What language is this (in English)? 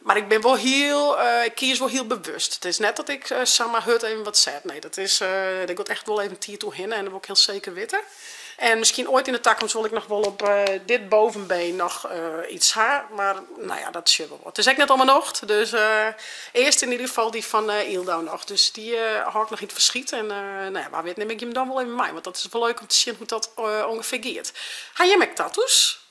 Western Frisian